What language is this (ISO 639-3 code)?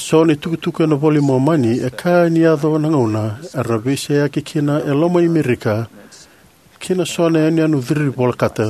fij